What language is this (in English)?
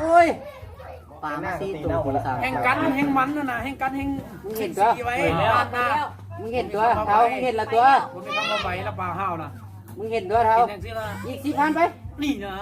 Lao